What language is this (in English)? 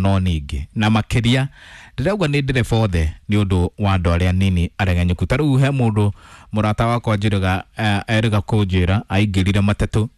Kikuyu